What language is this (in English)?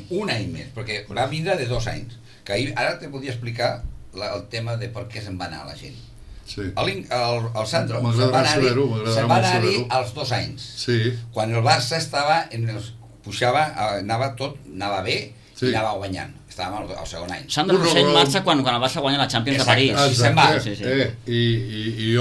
Catalan